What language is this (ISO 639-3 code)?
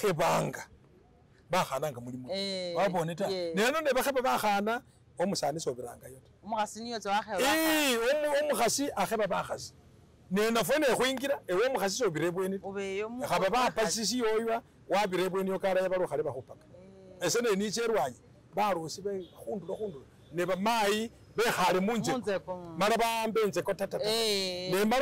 myx